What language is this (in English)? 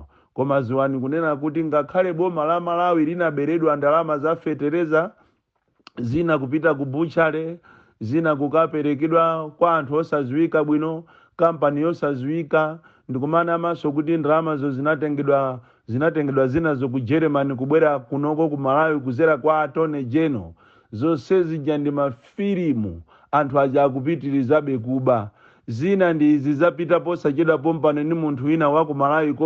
Nyanja